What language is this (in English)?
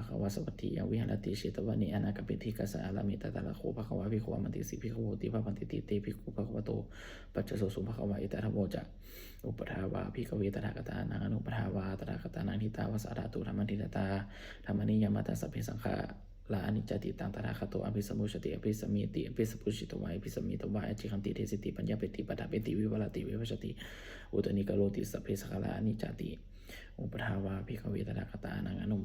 Pali